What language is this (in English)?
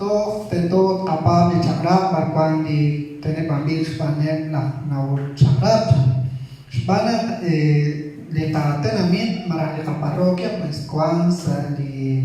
Kekchí